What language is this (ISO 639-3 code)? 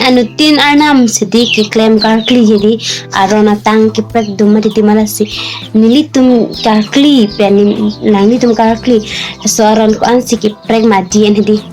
mjw